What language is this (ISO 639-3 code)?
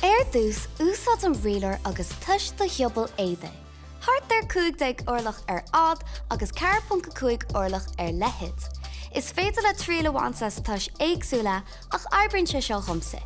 gle